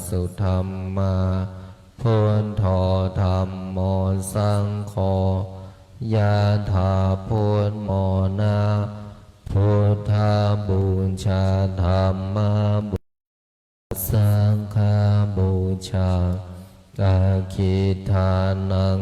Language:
Pali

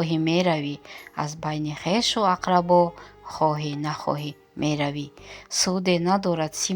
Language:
Tajik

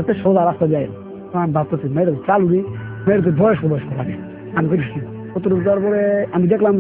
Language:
Bangla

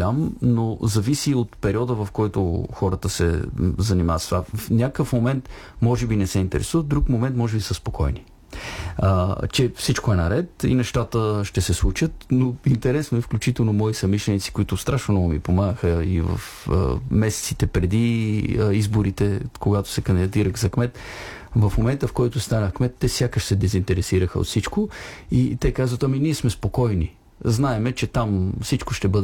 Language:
Bulgarian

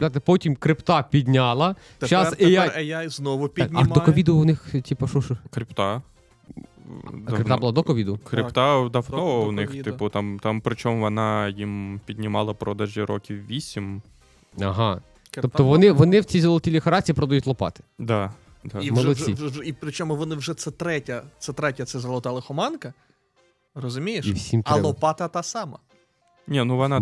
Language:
Ukrainian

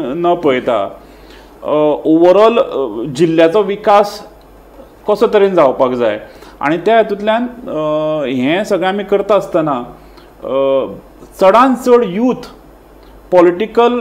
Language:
Konkani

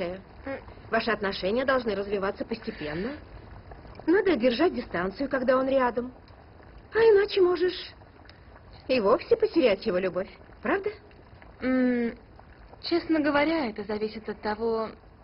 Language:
Russian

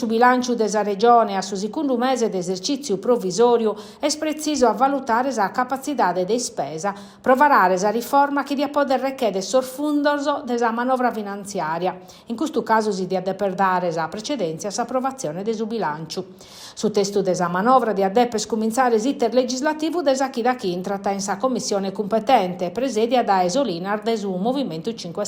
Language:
Sardinian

